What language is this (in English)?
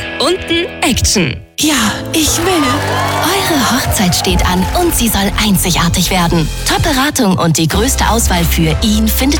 German